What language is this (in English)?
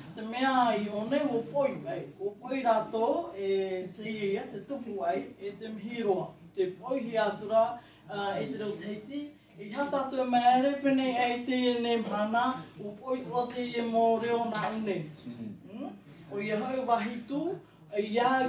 Tahitian